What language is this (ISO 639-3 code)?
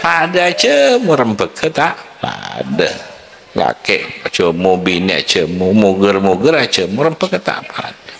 mad